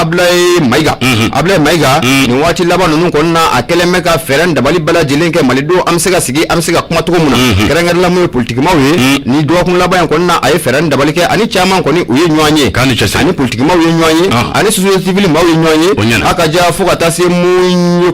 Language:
Bambara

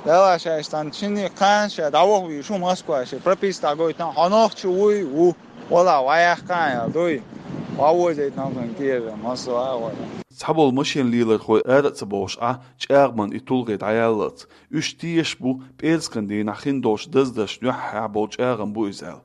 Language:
Chechen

